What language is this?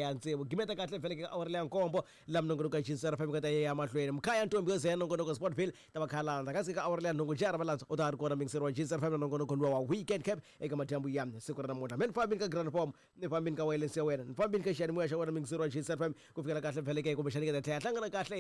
Tsonga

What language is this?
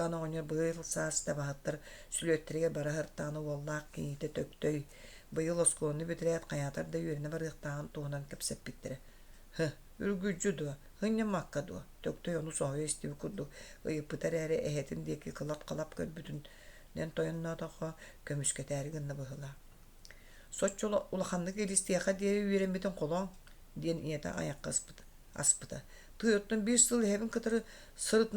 Yakut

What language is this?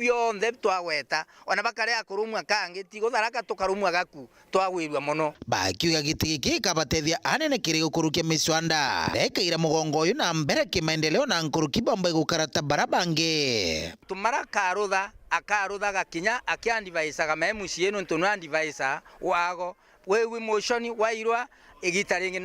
Meru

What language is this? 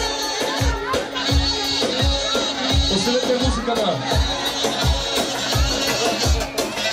Bulgarian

